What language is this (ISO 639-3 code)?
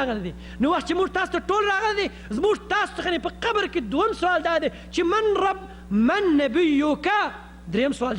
pus